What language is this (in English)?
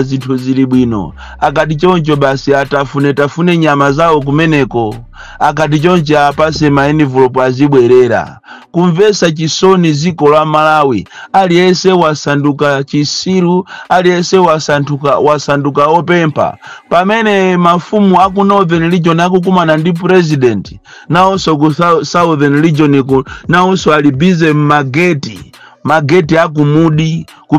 Nyanja